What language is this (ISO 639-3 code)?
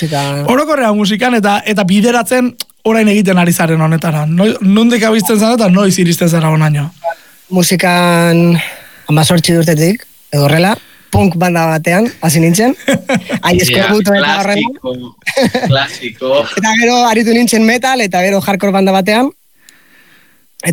eus